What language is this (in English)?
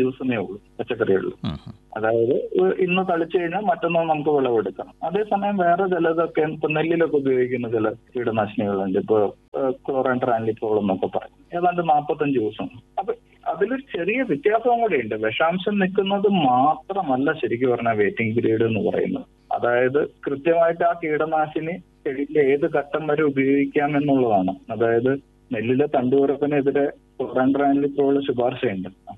Malayalam